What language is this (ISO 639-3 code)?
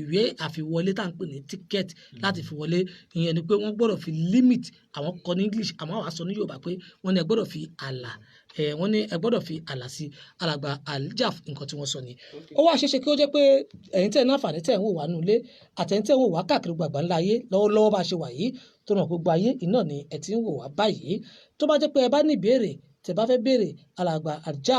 yor